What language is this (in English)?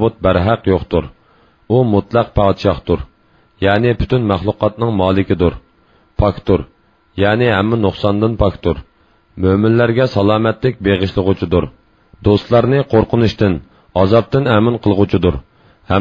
Uyghur